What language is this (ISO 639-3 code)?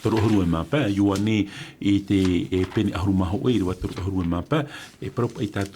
tah